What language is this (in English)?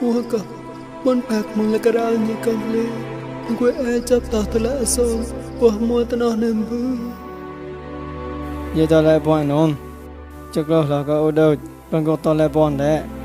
Mon